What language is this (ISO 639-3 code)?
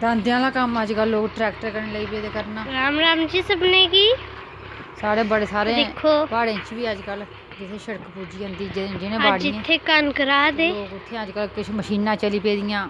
doi